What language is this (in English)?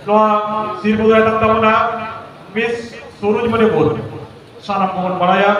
Santali